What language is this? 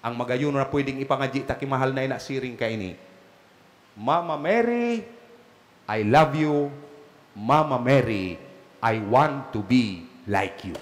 Bikol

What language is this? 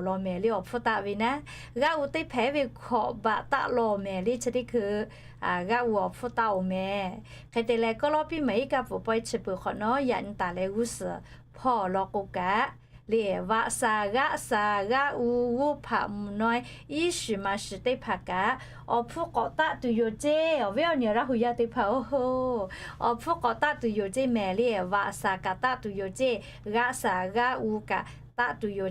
Lahu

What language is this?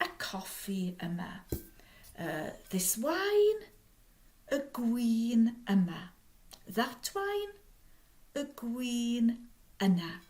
Welsh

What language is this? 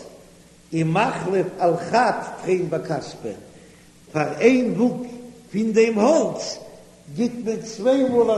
Yiddish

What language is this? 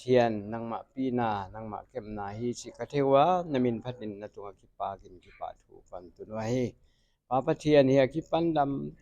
Paite Chin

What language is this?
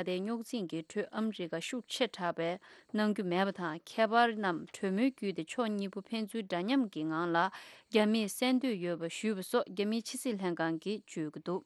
Tibetan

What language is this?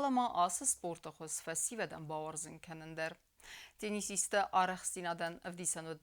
Ossetic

